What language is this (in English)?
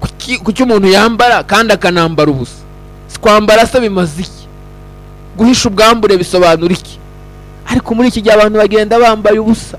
Kinyarwanda